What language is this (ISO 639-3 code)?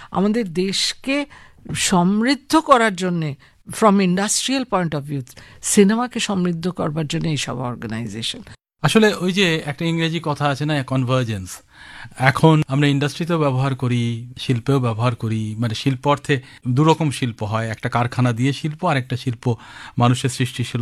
ben